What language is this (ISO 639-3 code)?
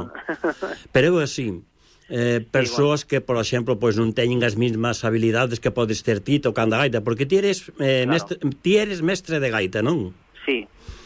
glg